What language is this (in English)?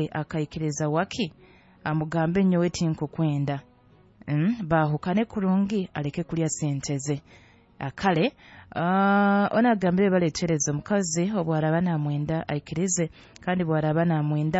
Nyoro